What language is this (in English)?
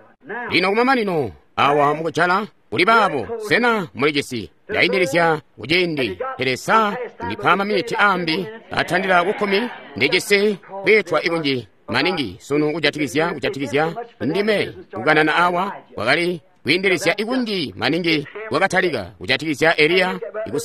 Tonga (Zambia)